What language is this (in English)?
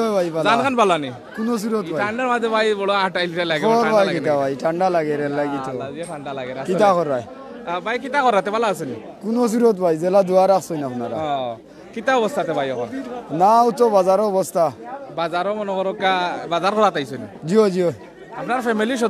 Sylheti